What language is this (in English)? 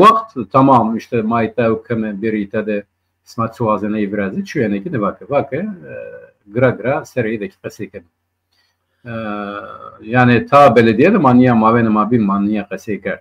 Zaza